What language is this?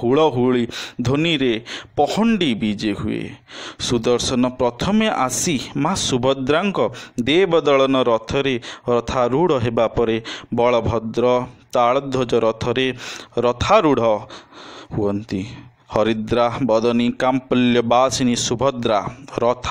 Odia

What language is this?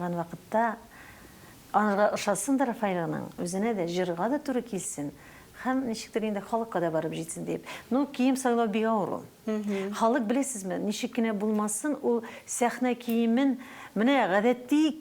Tatar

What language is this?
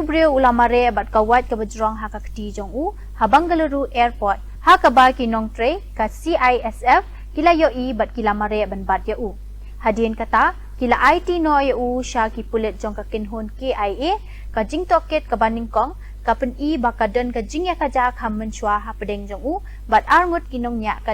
Khasi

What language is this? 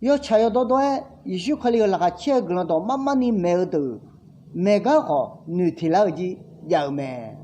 Akha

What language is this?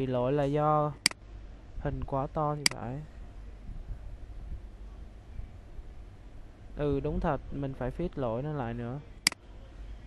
Vietnamese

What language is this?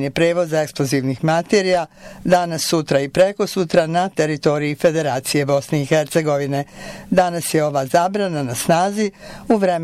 Bosnian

